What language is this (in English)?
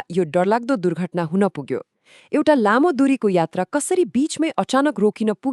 Nepali